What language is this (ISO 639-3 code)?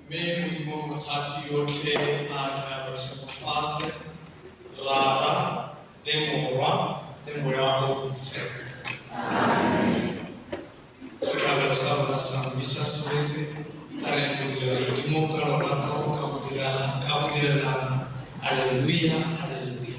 tsn